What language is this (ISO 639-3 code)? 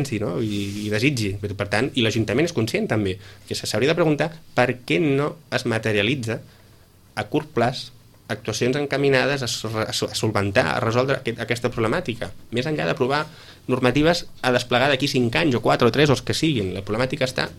cat